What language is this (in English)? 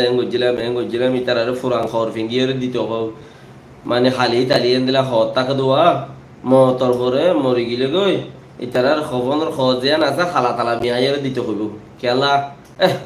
Rohingya